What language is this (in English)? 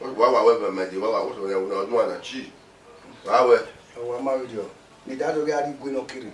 Bini